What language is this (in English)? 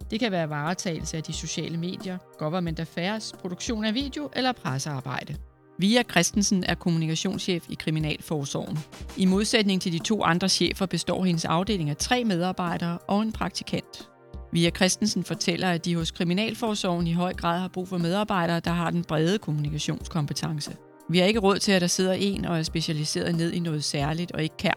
Danish